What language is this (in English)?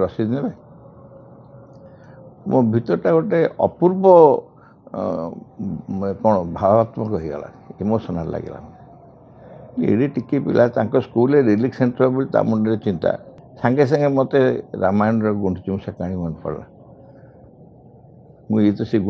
Odia